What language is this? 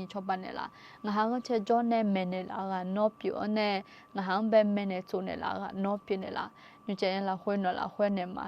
Akha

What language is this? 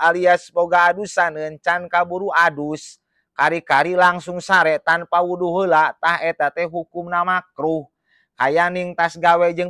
Sundanese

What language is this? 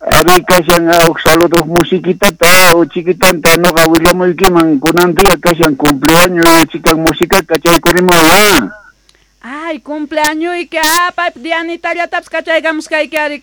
South Bolivian Quechua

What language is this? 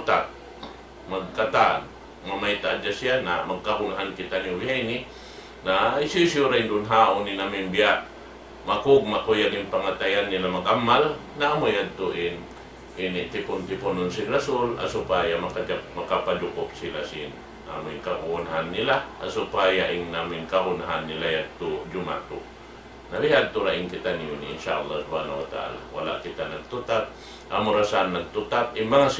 Tausug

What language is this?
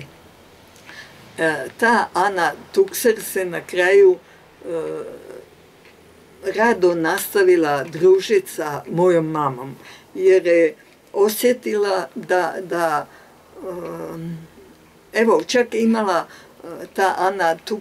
Croatian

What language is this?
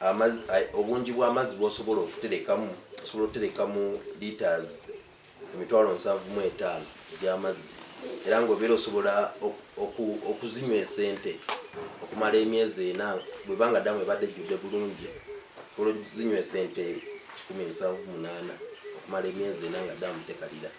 Ganda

